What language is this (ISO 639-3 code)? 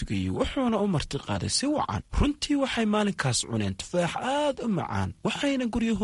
som